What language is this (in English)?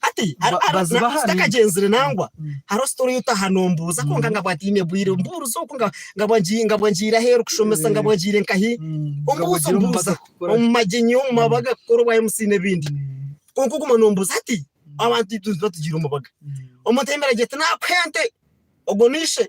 Nyankole